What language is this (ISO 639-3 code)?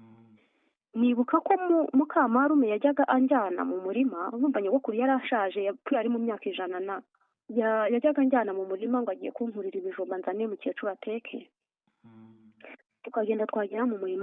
kin